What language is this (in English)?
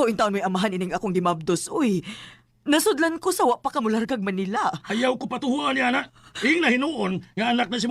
Cebuano